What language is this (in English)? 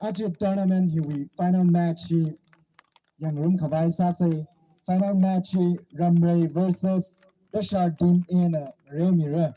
Tangkhul Naga (India)